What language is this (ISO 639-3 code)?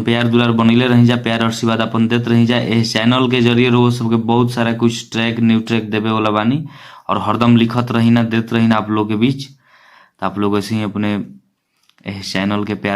bho